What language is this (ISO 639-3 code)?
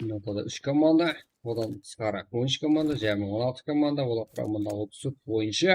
kaa